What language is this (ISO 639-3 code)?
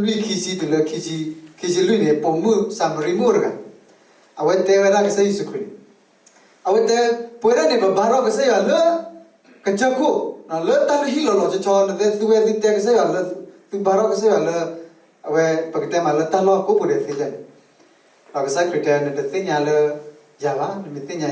ksw